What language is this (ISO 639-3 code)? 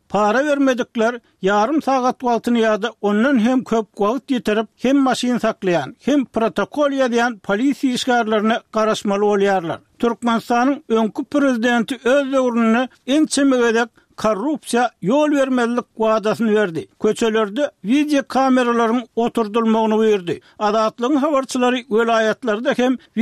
tuk